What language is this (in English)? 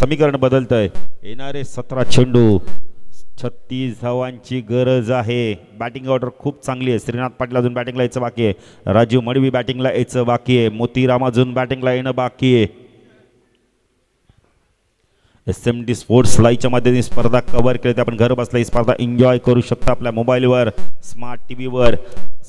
Marathi